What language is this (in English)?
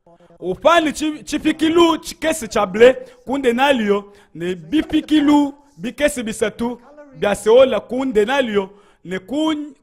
Luba-Lulua